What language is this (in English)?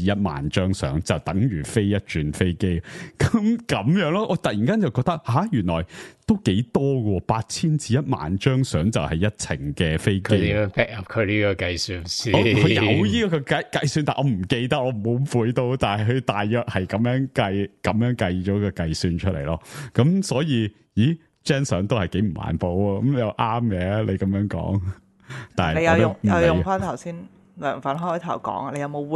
Cantonese